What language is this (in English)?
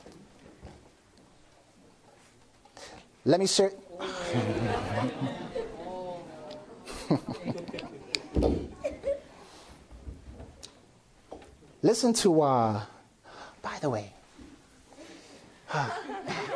English